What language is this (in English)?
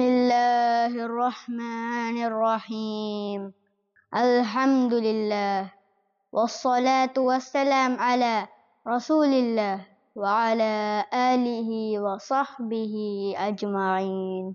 Divehi